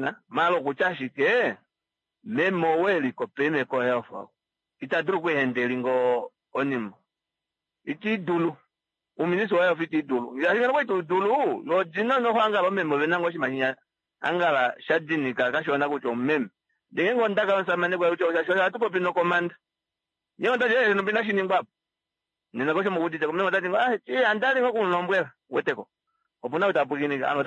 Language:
Kuanyama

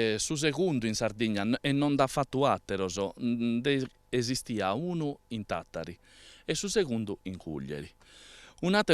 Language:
Sardinian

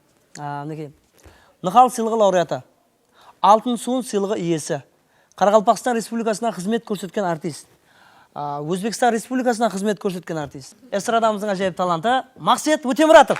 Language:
Kara-Kalpak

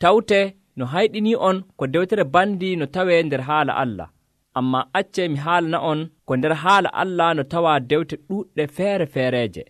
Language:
Nigerian Fulfulde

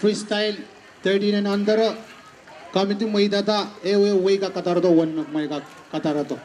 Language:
Pohnpeian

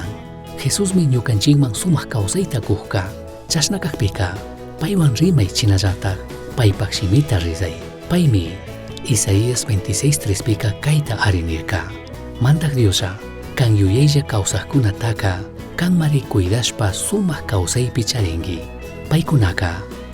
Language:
Chimborazo Highland Quichua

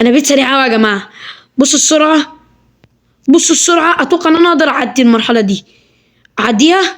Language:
Egyptian Arabic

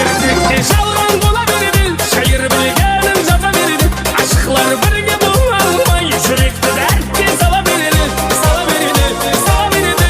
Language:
Kara-Kalpak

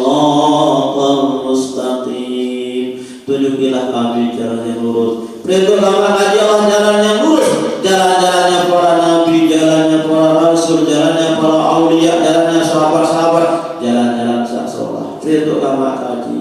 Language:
Sasak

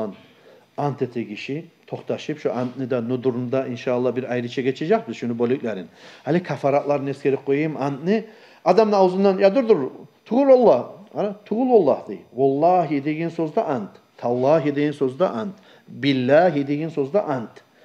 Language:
Kumyk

